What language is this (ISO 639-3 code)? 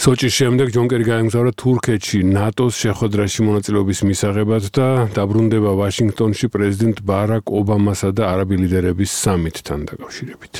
kat